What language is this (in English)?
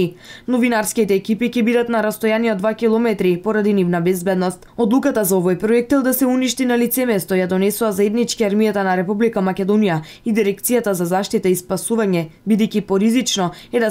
Macedonian